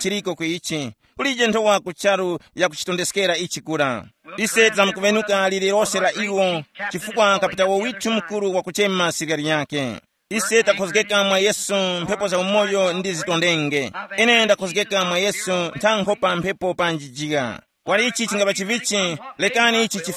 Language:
Tumbuka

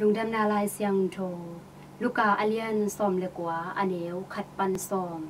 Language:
Tedim Chin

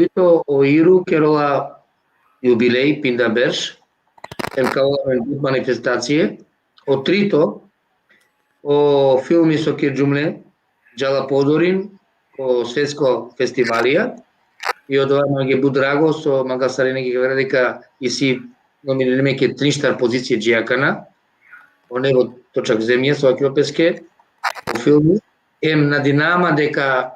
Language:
Balkan Romani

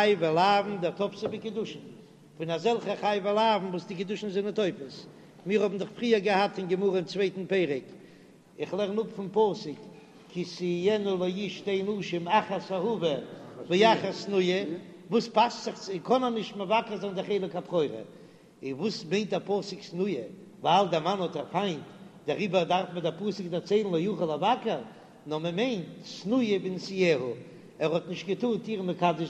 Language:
Yiddish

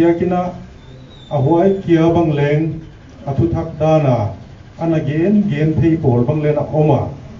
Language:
Paite Chin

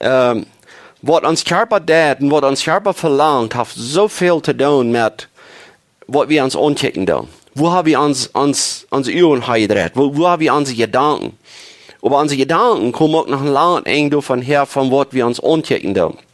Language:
Plautdietsch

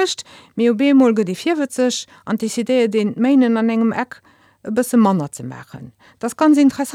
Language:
Luxembourgish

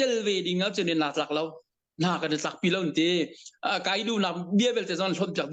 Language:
Hakha Chin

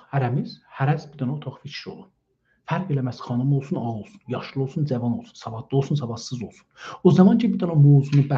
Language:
South Azerbaijani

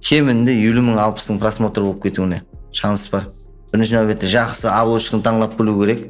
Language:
Kara-Kalpak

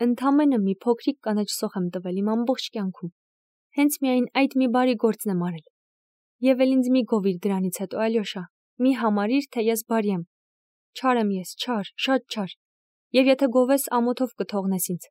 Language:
Armenian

